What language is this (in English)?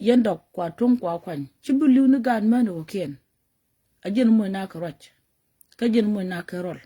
Nuer